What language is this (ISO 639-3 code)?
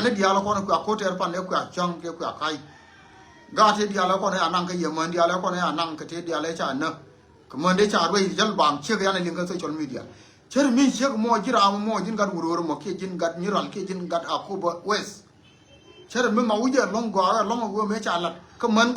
nus